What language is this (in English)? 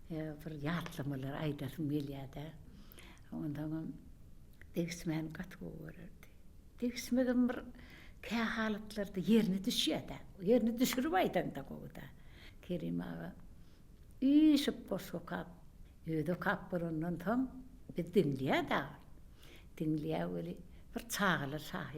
Turkmen